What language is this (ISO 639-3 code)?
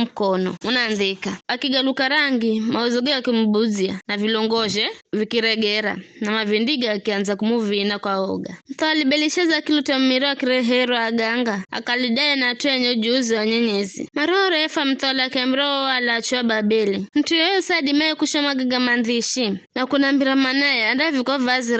nyf